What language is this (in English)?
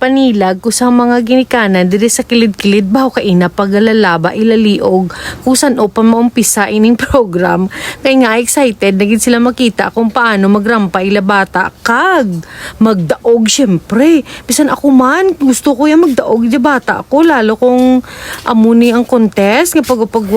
Hiligaynon